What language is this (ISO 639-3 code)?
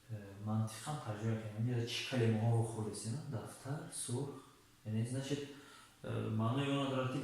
tgk